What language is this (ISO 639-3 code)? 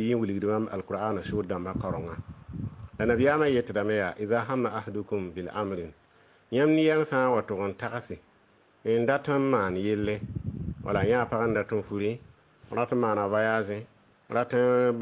mos